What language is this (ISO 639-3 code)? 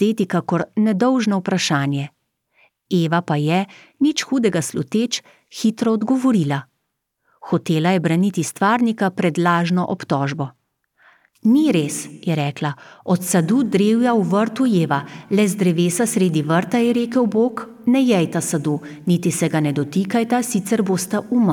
slv